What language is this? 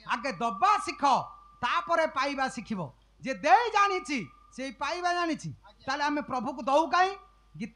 Odia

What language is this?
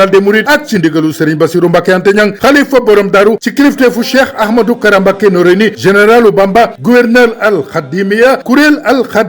Wolof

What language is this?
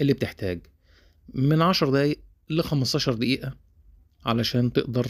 Egyptian Arabic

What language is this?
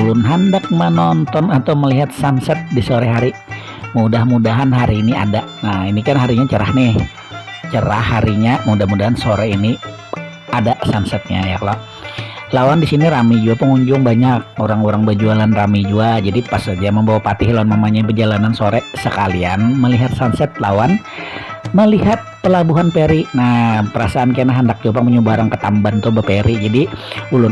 Banjar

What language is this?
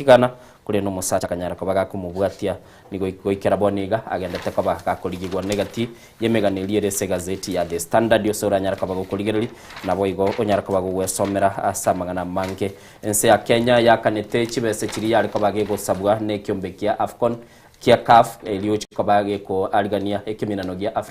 Gusii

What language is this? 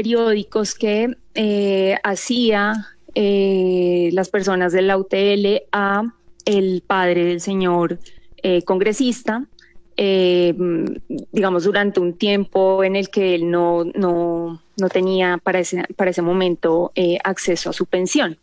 Spanish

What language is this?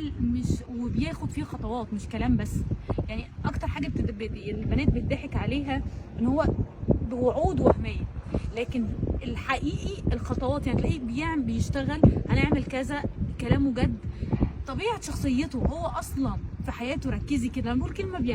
Egyptian Arabic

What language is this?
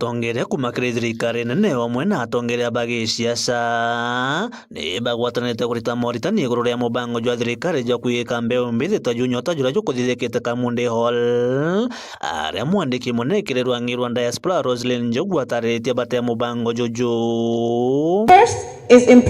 Meru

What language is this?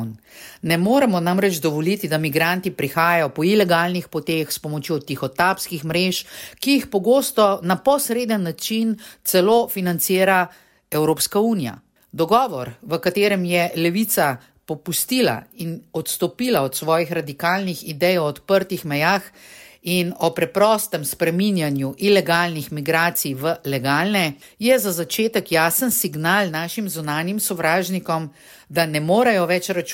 Slovenian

